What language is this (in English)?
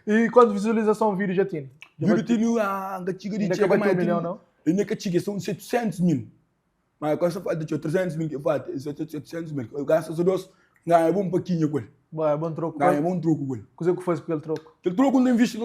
Kabuverdianu